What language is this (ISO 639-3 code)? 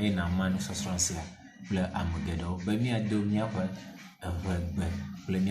ewe